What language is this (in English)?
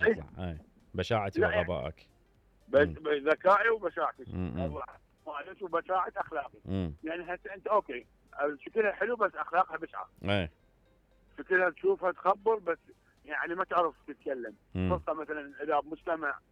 Mesopotamian Arabic